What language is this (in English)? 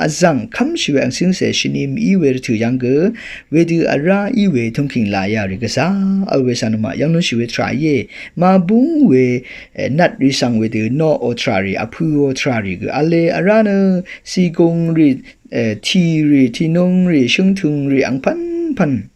Rawang